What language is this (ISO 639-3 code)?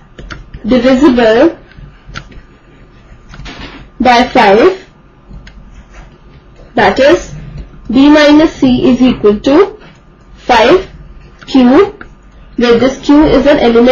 eng